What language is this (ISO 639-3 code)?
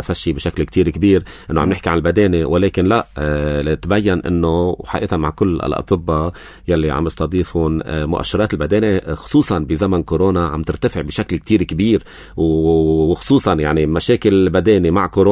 apc